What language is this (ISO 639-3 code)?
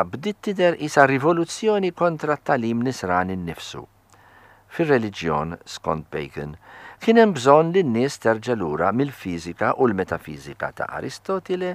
mlt